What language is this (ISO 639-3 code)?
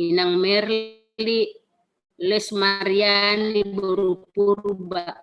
bts